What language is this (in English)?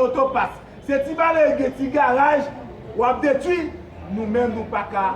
Haitian Creole